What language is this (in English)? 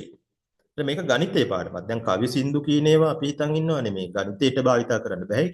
Sinhala